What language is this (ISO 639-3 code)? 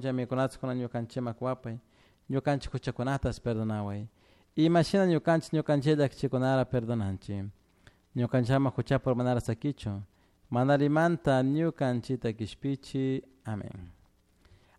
qug